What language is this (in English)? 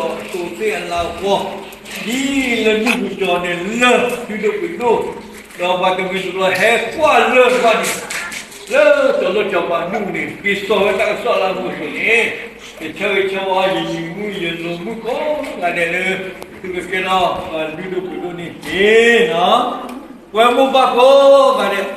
S'gaw Karen